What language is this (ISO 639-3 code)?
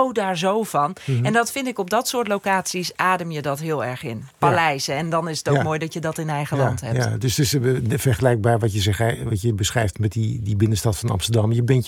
nld